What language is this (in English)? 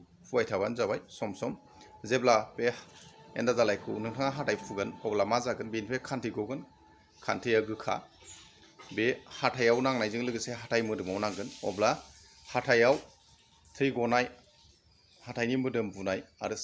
Bodo